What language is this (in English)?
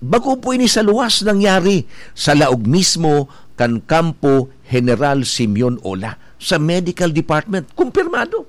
Bikol